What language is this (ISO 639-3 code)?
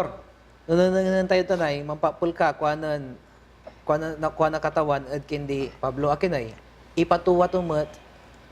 pag